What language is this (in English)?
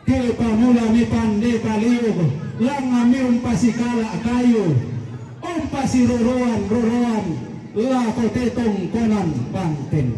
Toraja-Sa'dan